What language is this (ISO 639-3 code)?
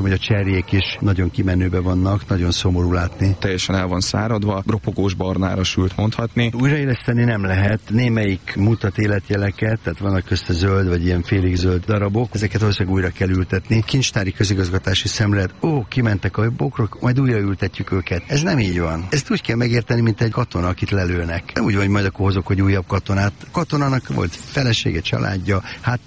hun